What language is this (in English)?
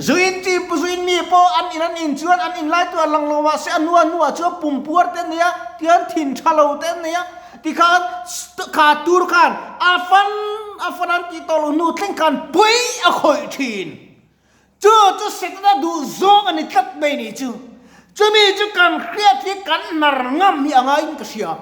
Mizo